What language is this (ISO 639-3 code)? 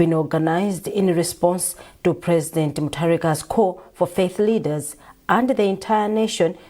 eng